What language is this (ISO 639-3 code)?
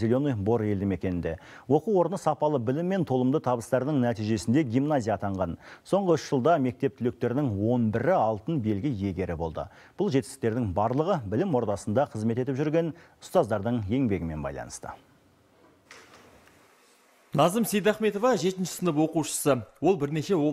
kaz